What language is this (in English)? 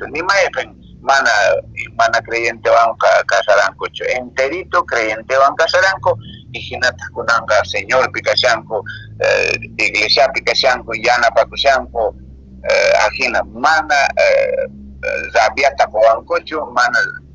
Quechua